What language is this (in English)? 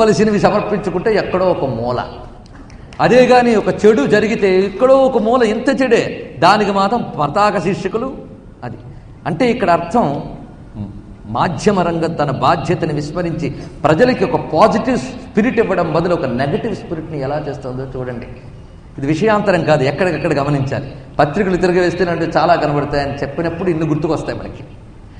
Telugu